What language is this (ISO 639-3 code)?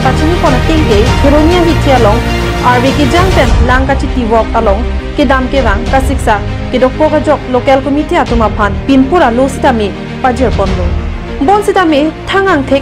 mjw